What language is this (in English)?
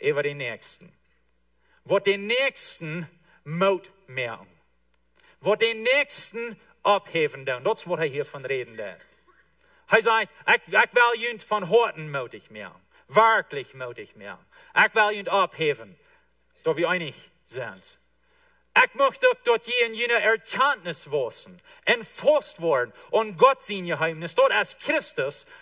Plautdietsch